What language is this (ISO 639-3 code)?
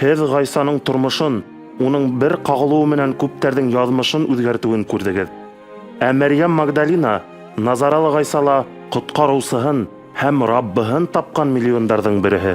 bak